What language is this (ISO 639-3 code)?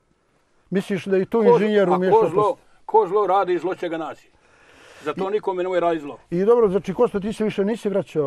bos